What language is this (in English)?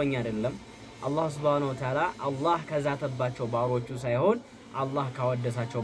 Amharic